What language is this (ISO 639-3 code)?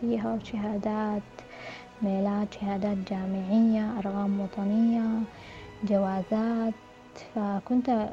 apd